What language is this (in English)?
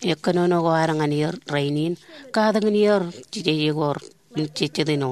Marshallese